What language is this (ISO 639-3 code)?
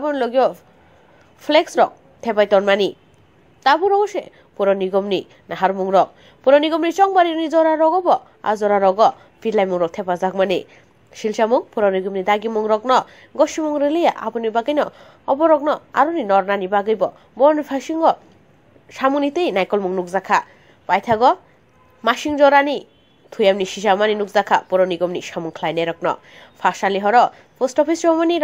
trp